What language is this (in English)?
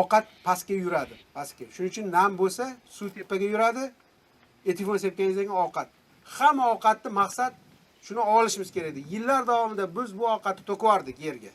Uzbek